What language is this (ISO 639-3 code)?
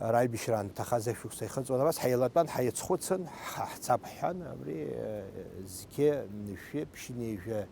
abk